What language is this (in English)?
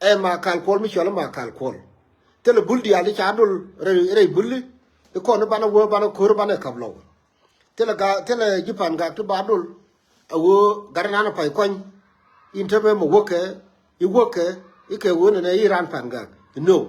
Nuer